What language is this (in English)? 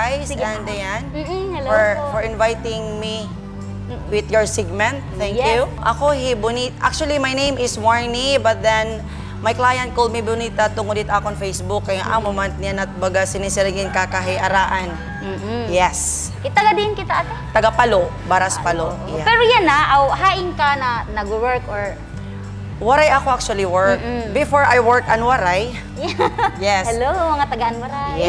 Waray